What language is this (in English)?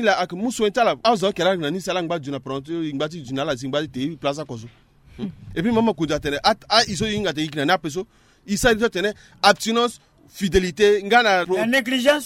Sango